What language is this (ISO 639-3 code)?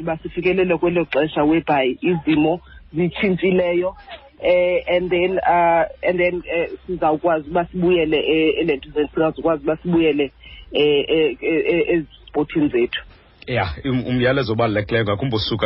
xho